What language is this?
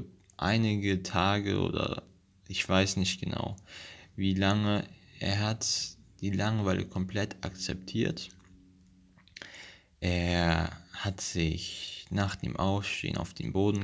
German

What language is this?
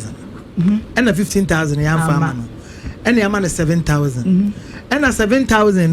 Akan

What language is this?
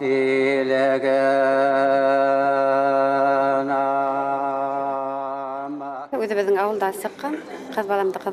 Bashkir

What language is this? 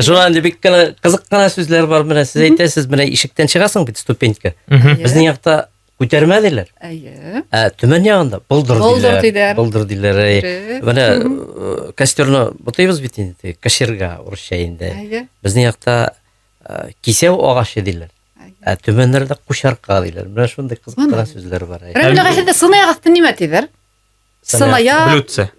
Bashkir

